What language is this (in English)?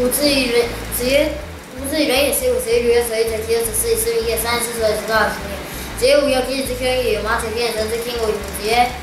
Literary Chinese